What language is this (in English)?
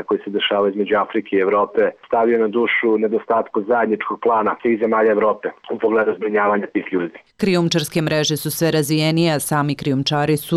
Serbian